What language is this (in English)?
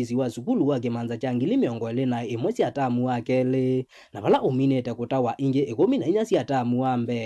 Kamba